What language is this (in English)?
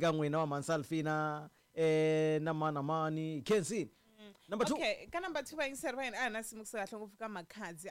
Tsonga